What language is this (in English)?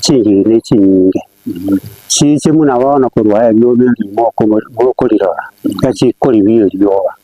Gusii